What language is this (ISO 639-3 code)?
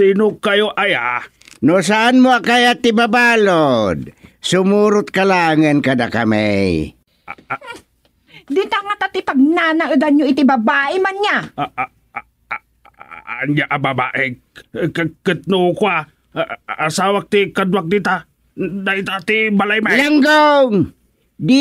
ilo